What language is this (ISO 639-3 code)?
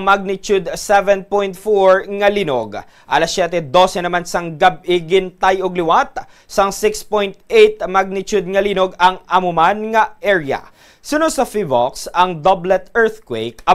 hil